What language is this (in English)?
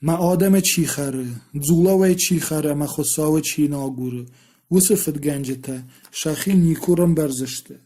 Ossetic